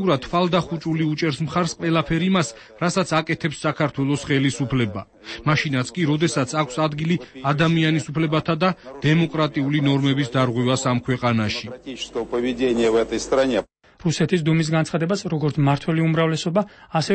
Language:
Georgian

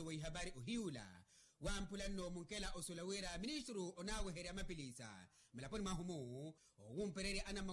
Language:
Makhuwa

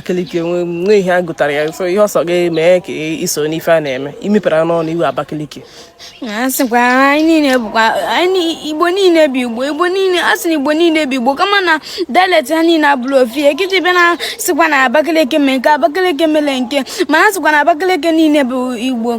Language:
Igbo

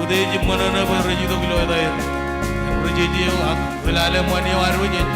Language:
Marshallese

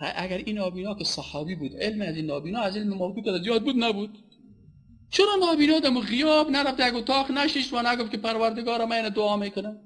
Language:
Persian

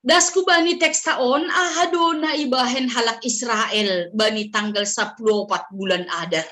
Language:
Batak Simalungun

